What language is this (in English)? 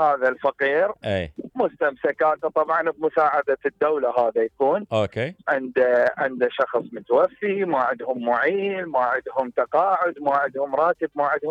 Mesopotamian Arabic